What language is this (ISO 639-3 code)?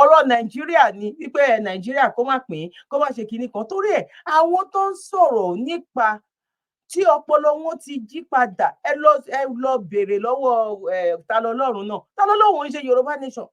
yor